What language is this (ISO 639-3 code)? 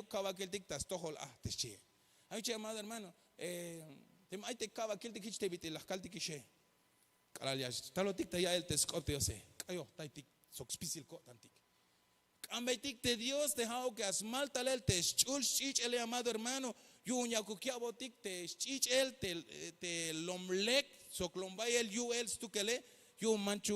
tzh